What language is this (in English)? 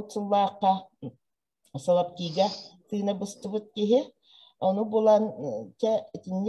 Yakut